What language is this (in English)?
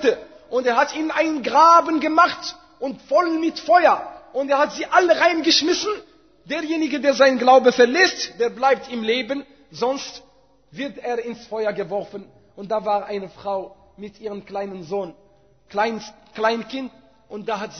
German